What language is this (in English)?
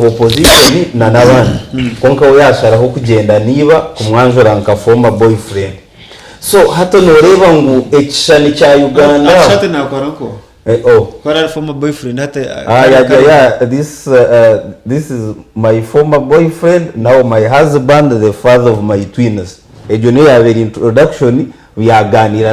Nyankole